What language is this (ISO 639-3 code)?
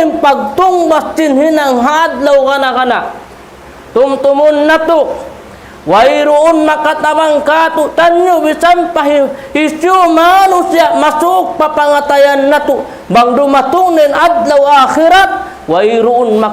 tsg